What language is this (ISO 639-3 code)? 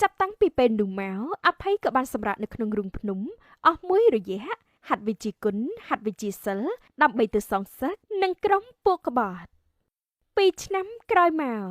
khm